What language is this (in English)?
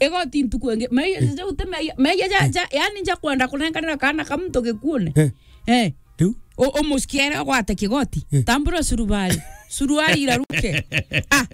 Meru